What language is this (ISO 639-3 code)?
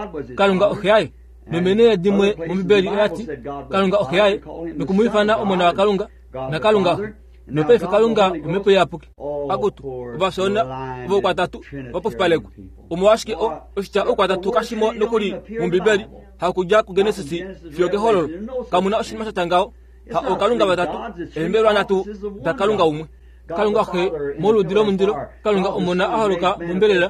kua